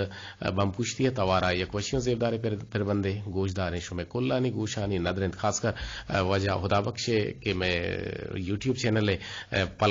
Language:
Eastern Balochi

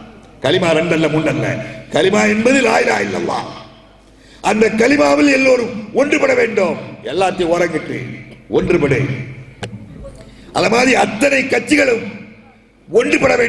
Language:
Tamil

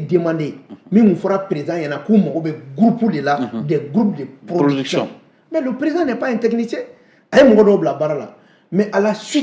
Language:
Bambara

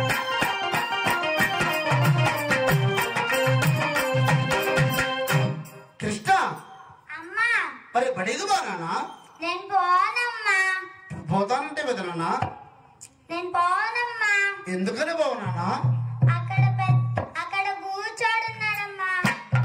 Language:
Telugu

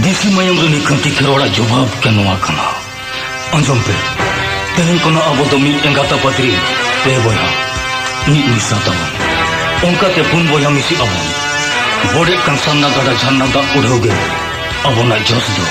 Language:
Santali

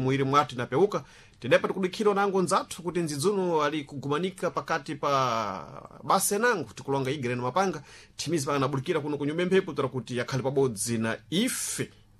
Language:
Sena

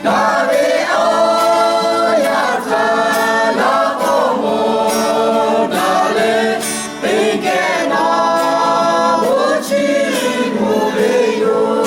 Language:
Lahu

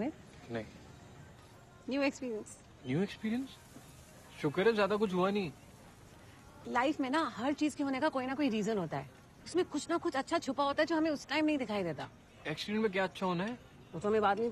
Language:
Hindi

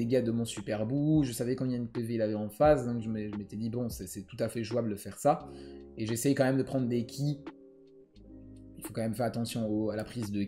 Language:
French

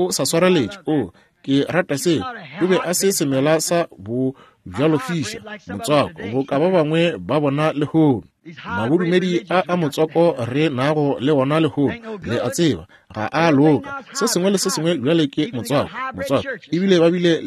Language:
Northern Sotho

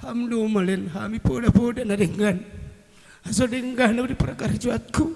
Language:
Batak Simalungun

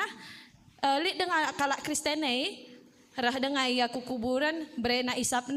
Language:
Batak Karo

